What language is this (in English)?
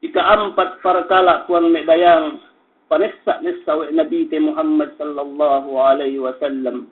Yakan